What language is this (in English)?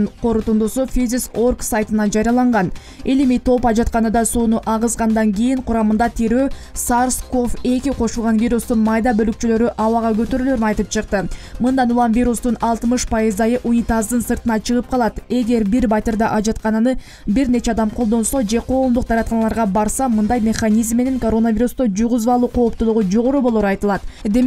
Kyrgyz